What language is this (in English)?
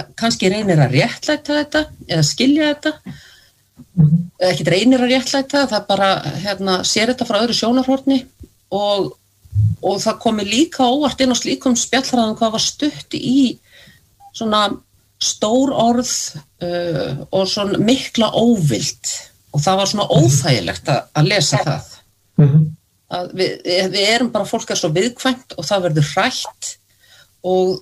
Icelandic